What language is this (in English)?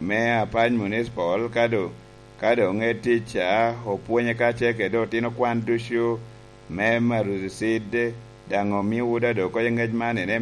Lango (Uganda)